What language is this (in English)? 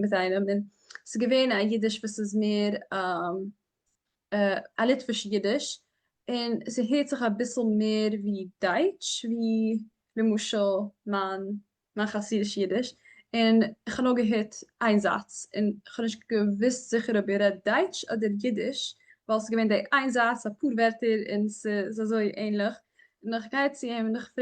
Yiddish